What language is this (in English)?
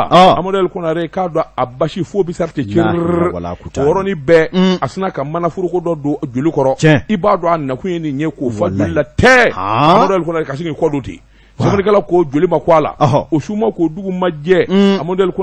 Bambara